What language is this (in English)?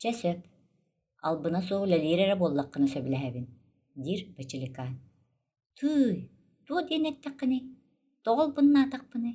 Yakut